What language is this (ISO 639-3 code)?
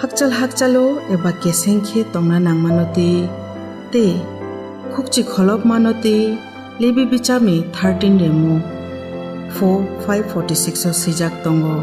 trp